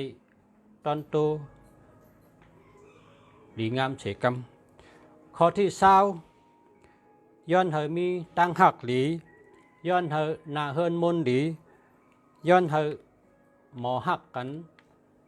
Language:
Shan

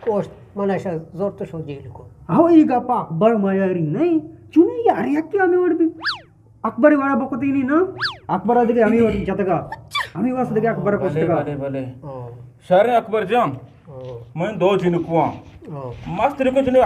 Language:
Eastern Balochi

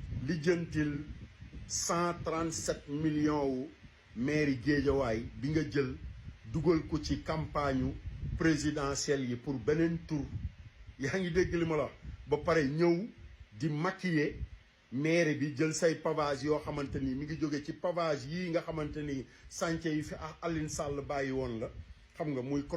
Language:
Wolof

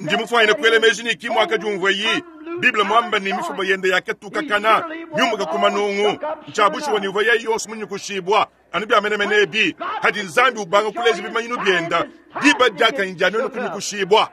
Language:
Luba-Lulua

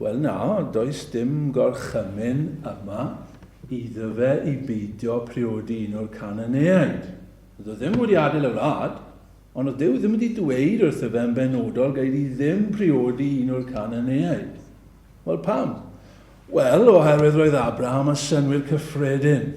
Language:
Welsh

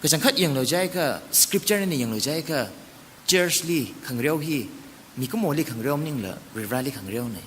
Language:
Tangkhul Naga (India)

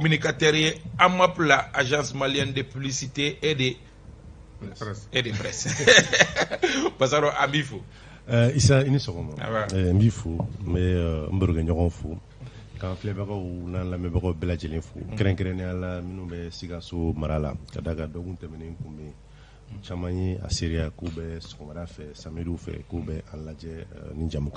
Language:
Bambara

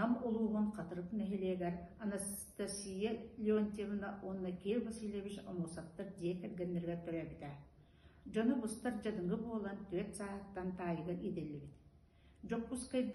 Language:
Yakut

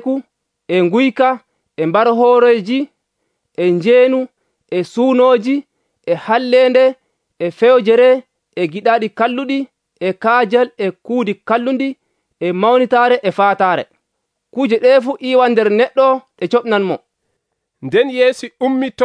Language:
Nigerian Fulfulde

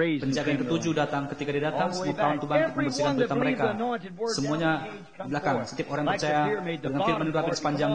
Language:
Indonesian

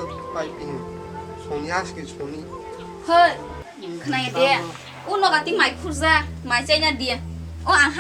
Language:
Kok Borok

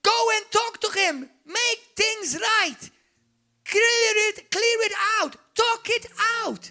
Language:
English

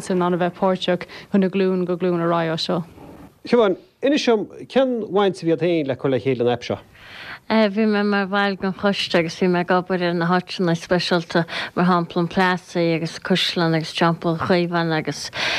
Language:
Irish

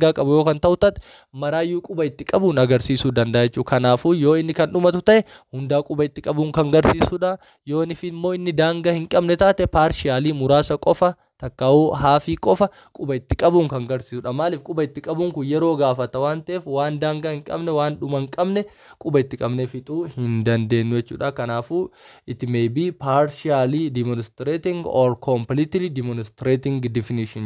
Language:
Oromo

